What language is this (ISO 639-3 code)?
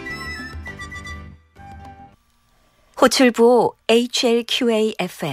kor